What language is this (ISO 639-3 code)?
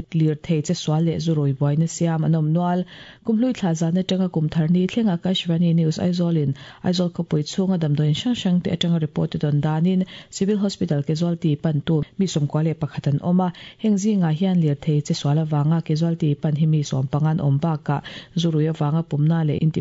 lus